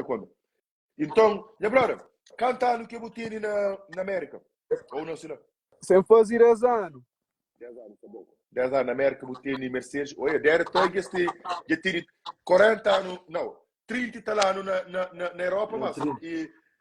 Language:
Kabuverdianu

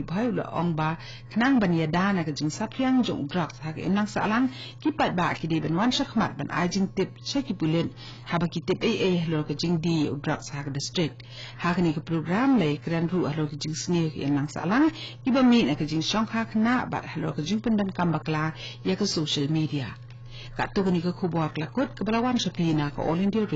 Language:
Khasi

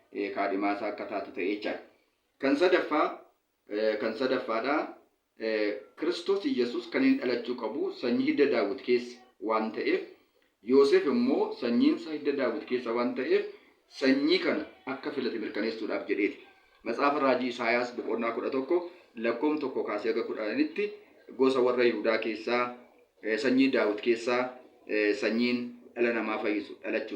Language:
Oromo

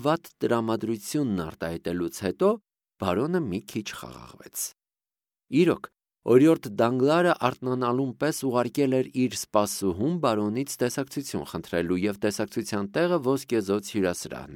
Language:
Armenian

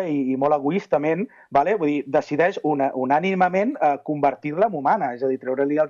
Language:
Catalan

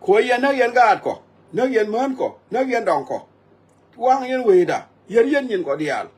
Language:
Nuer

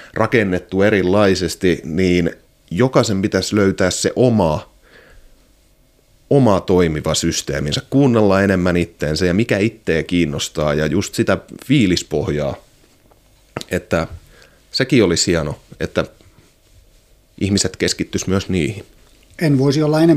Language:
Finnish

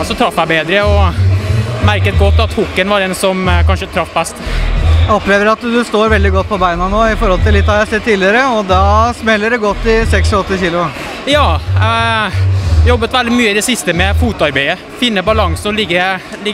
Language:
Norwegian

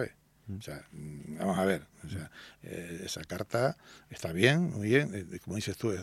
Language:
Spanish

